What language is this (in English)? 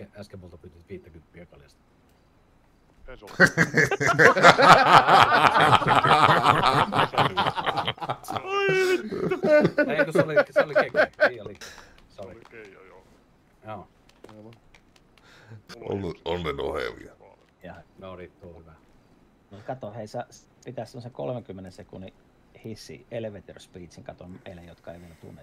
Finnish